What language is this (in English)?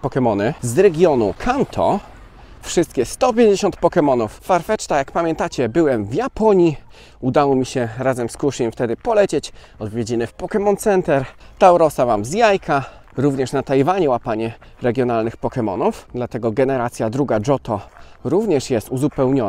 Polish